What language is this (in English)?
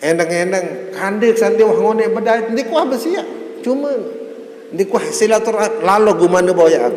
Sasak